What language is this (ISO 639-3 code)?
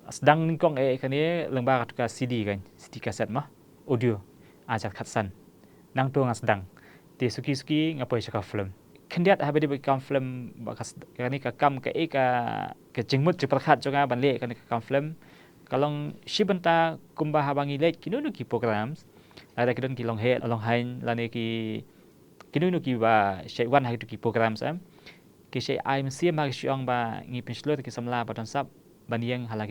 kha